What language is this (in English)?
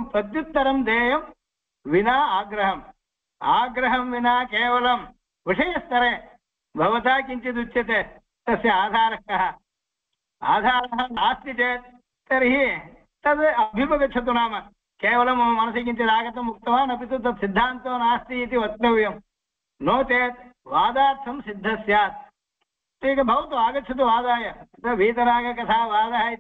Sanskrit